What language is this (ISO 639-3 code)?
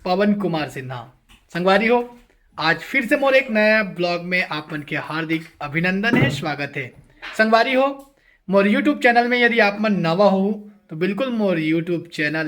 hne